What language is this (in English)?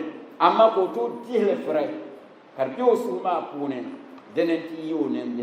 Dagbani